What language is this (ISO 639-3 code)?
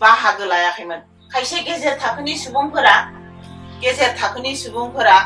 brx